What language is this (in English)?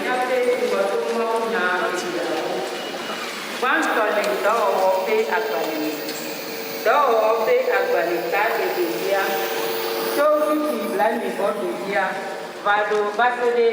Ewe